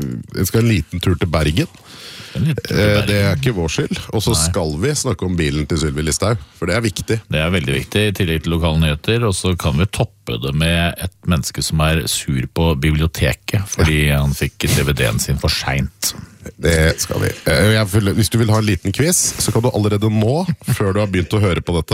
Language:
Norwegian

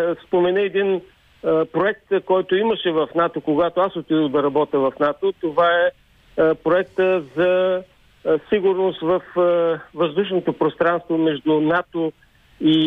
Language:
Bulgarian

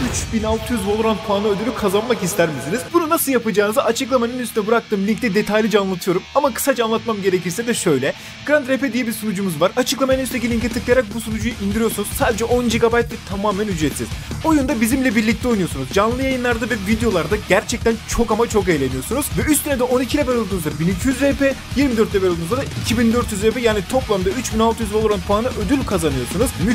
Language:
Turkish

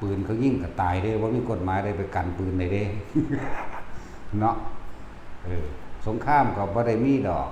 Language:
Lao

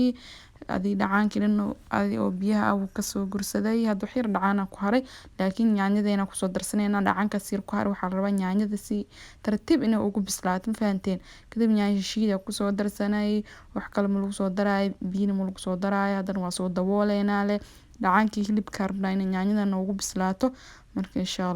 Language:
Somali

